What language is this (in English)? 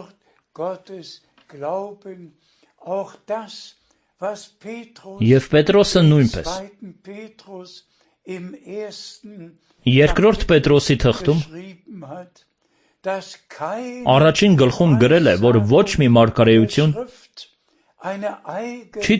Armenian